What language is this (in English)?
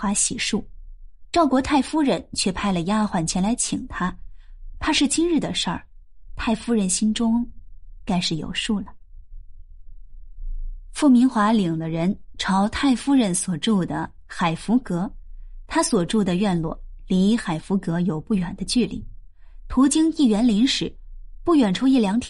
Chinese